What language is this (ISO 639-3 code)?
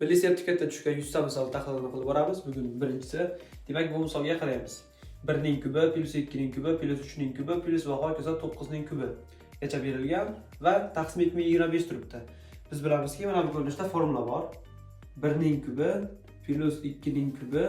uzb